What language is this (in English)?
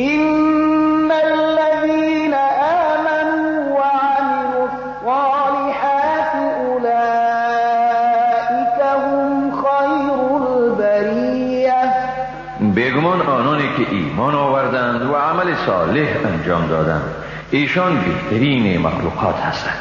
Persian